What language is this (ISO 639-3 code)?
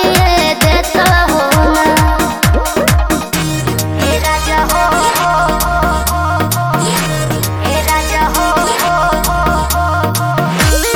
bho